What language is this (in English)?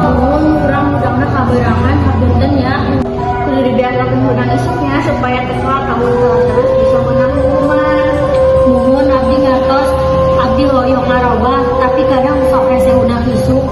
Sundanese